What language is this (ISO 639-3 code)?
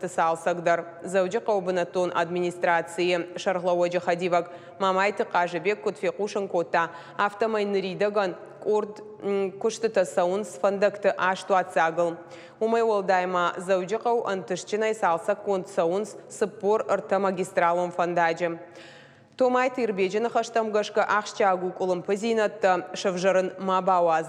oss